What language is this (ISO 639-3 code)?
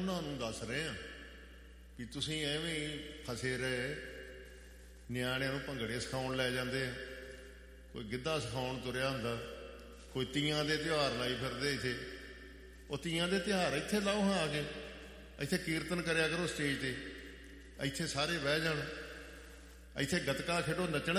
pan